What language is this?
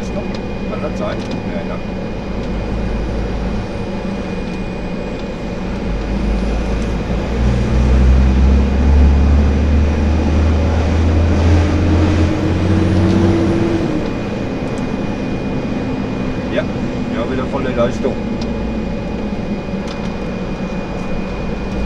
German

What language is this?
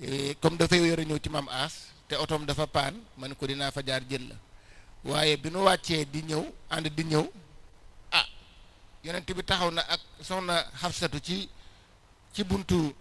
Wolof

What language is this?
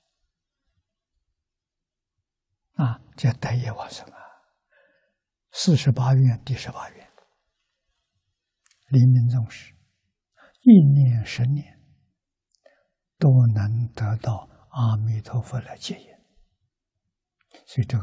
Chinese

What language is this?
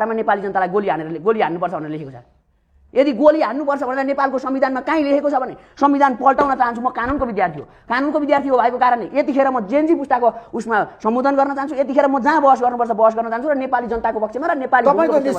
Nepali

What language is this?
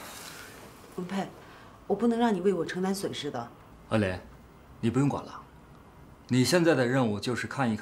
Chinese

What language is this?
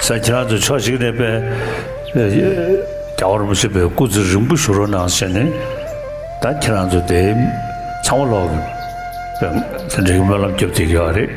Tibetan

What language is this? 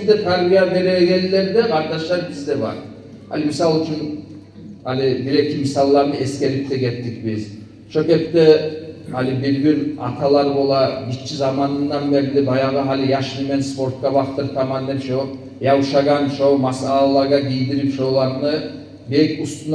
Kumyk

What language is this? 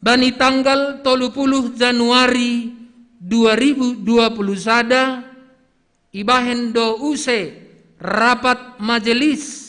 Batak Simalungun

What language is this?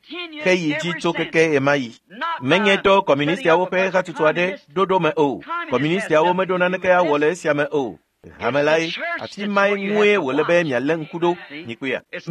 Ewe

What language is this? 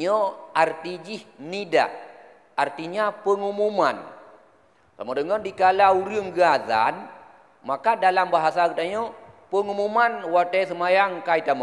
Achinese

